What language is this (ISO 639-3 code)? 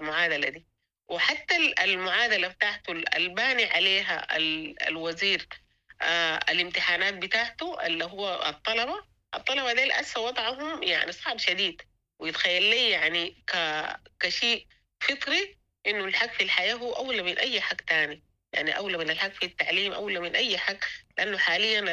apd